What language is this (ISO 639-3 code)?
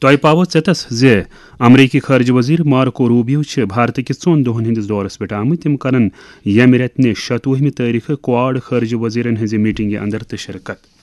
kas